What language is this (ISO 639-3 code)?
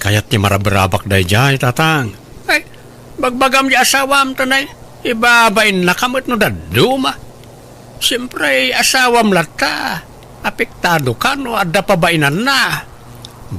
ilo